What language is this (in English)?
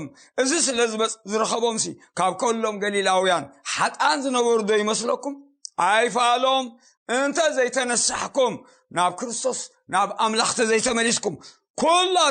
Tigrinya